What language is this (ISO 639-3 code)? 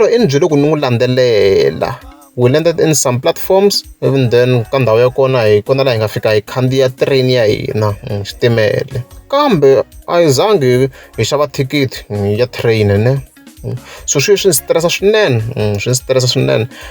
tso